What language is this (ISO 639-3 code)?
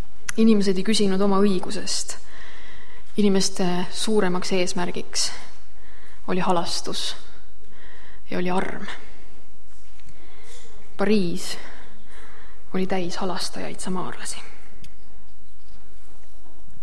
est